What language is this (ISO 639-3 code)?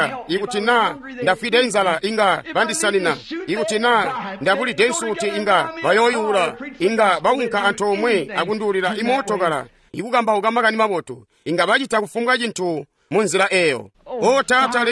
toi